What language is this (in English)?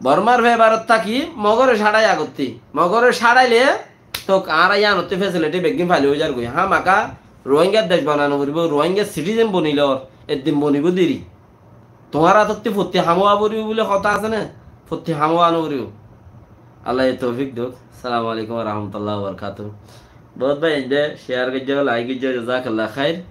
Rohingya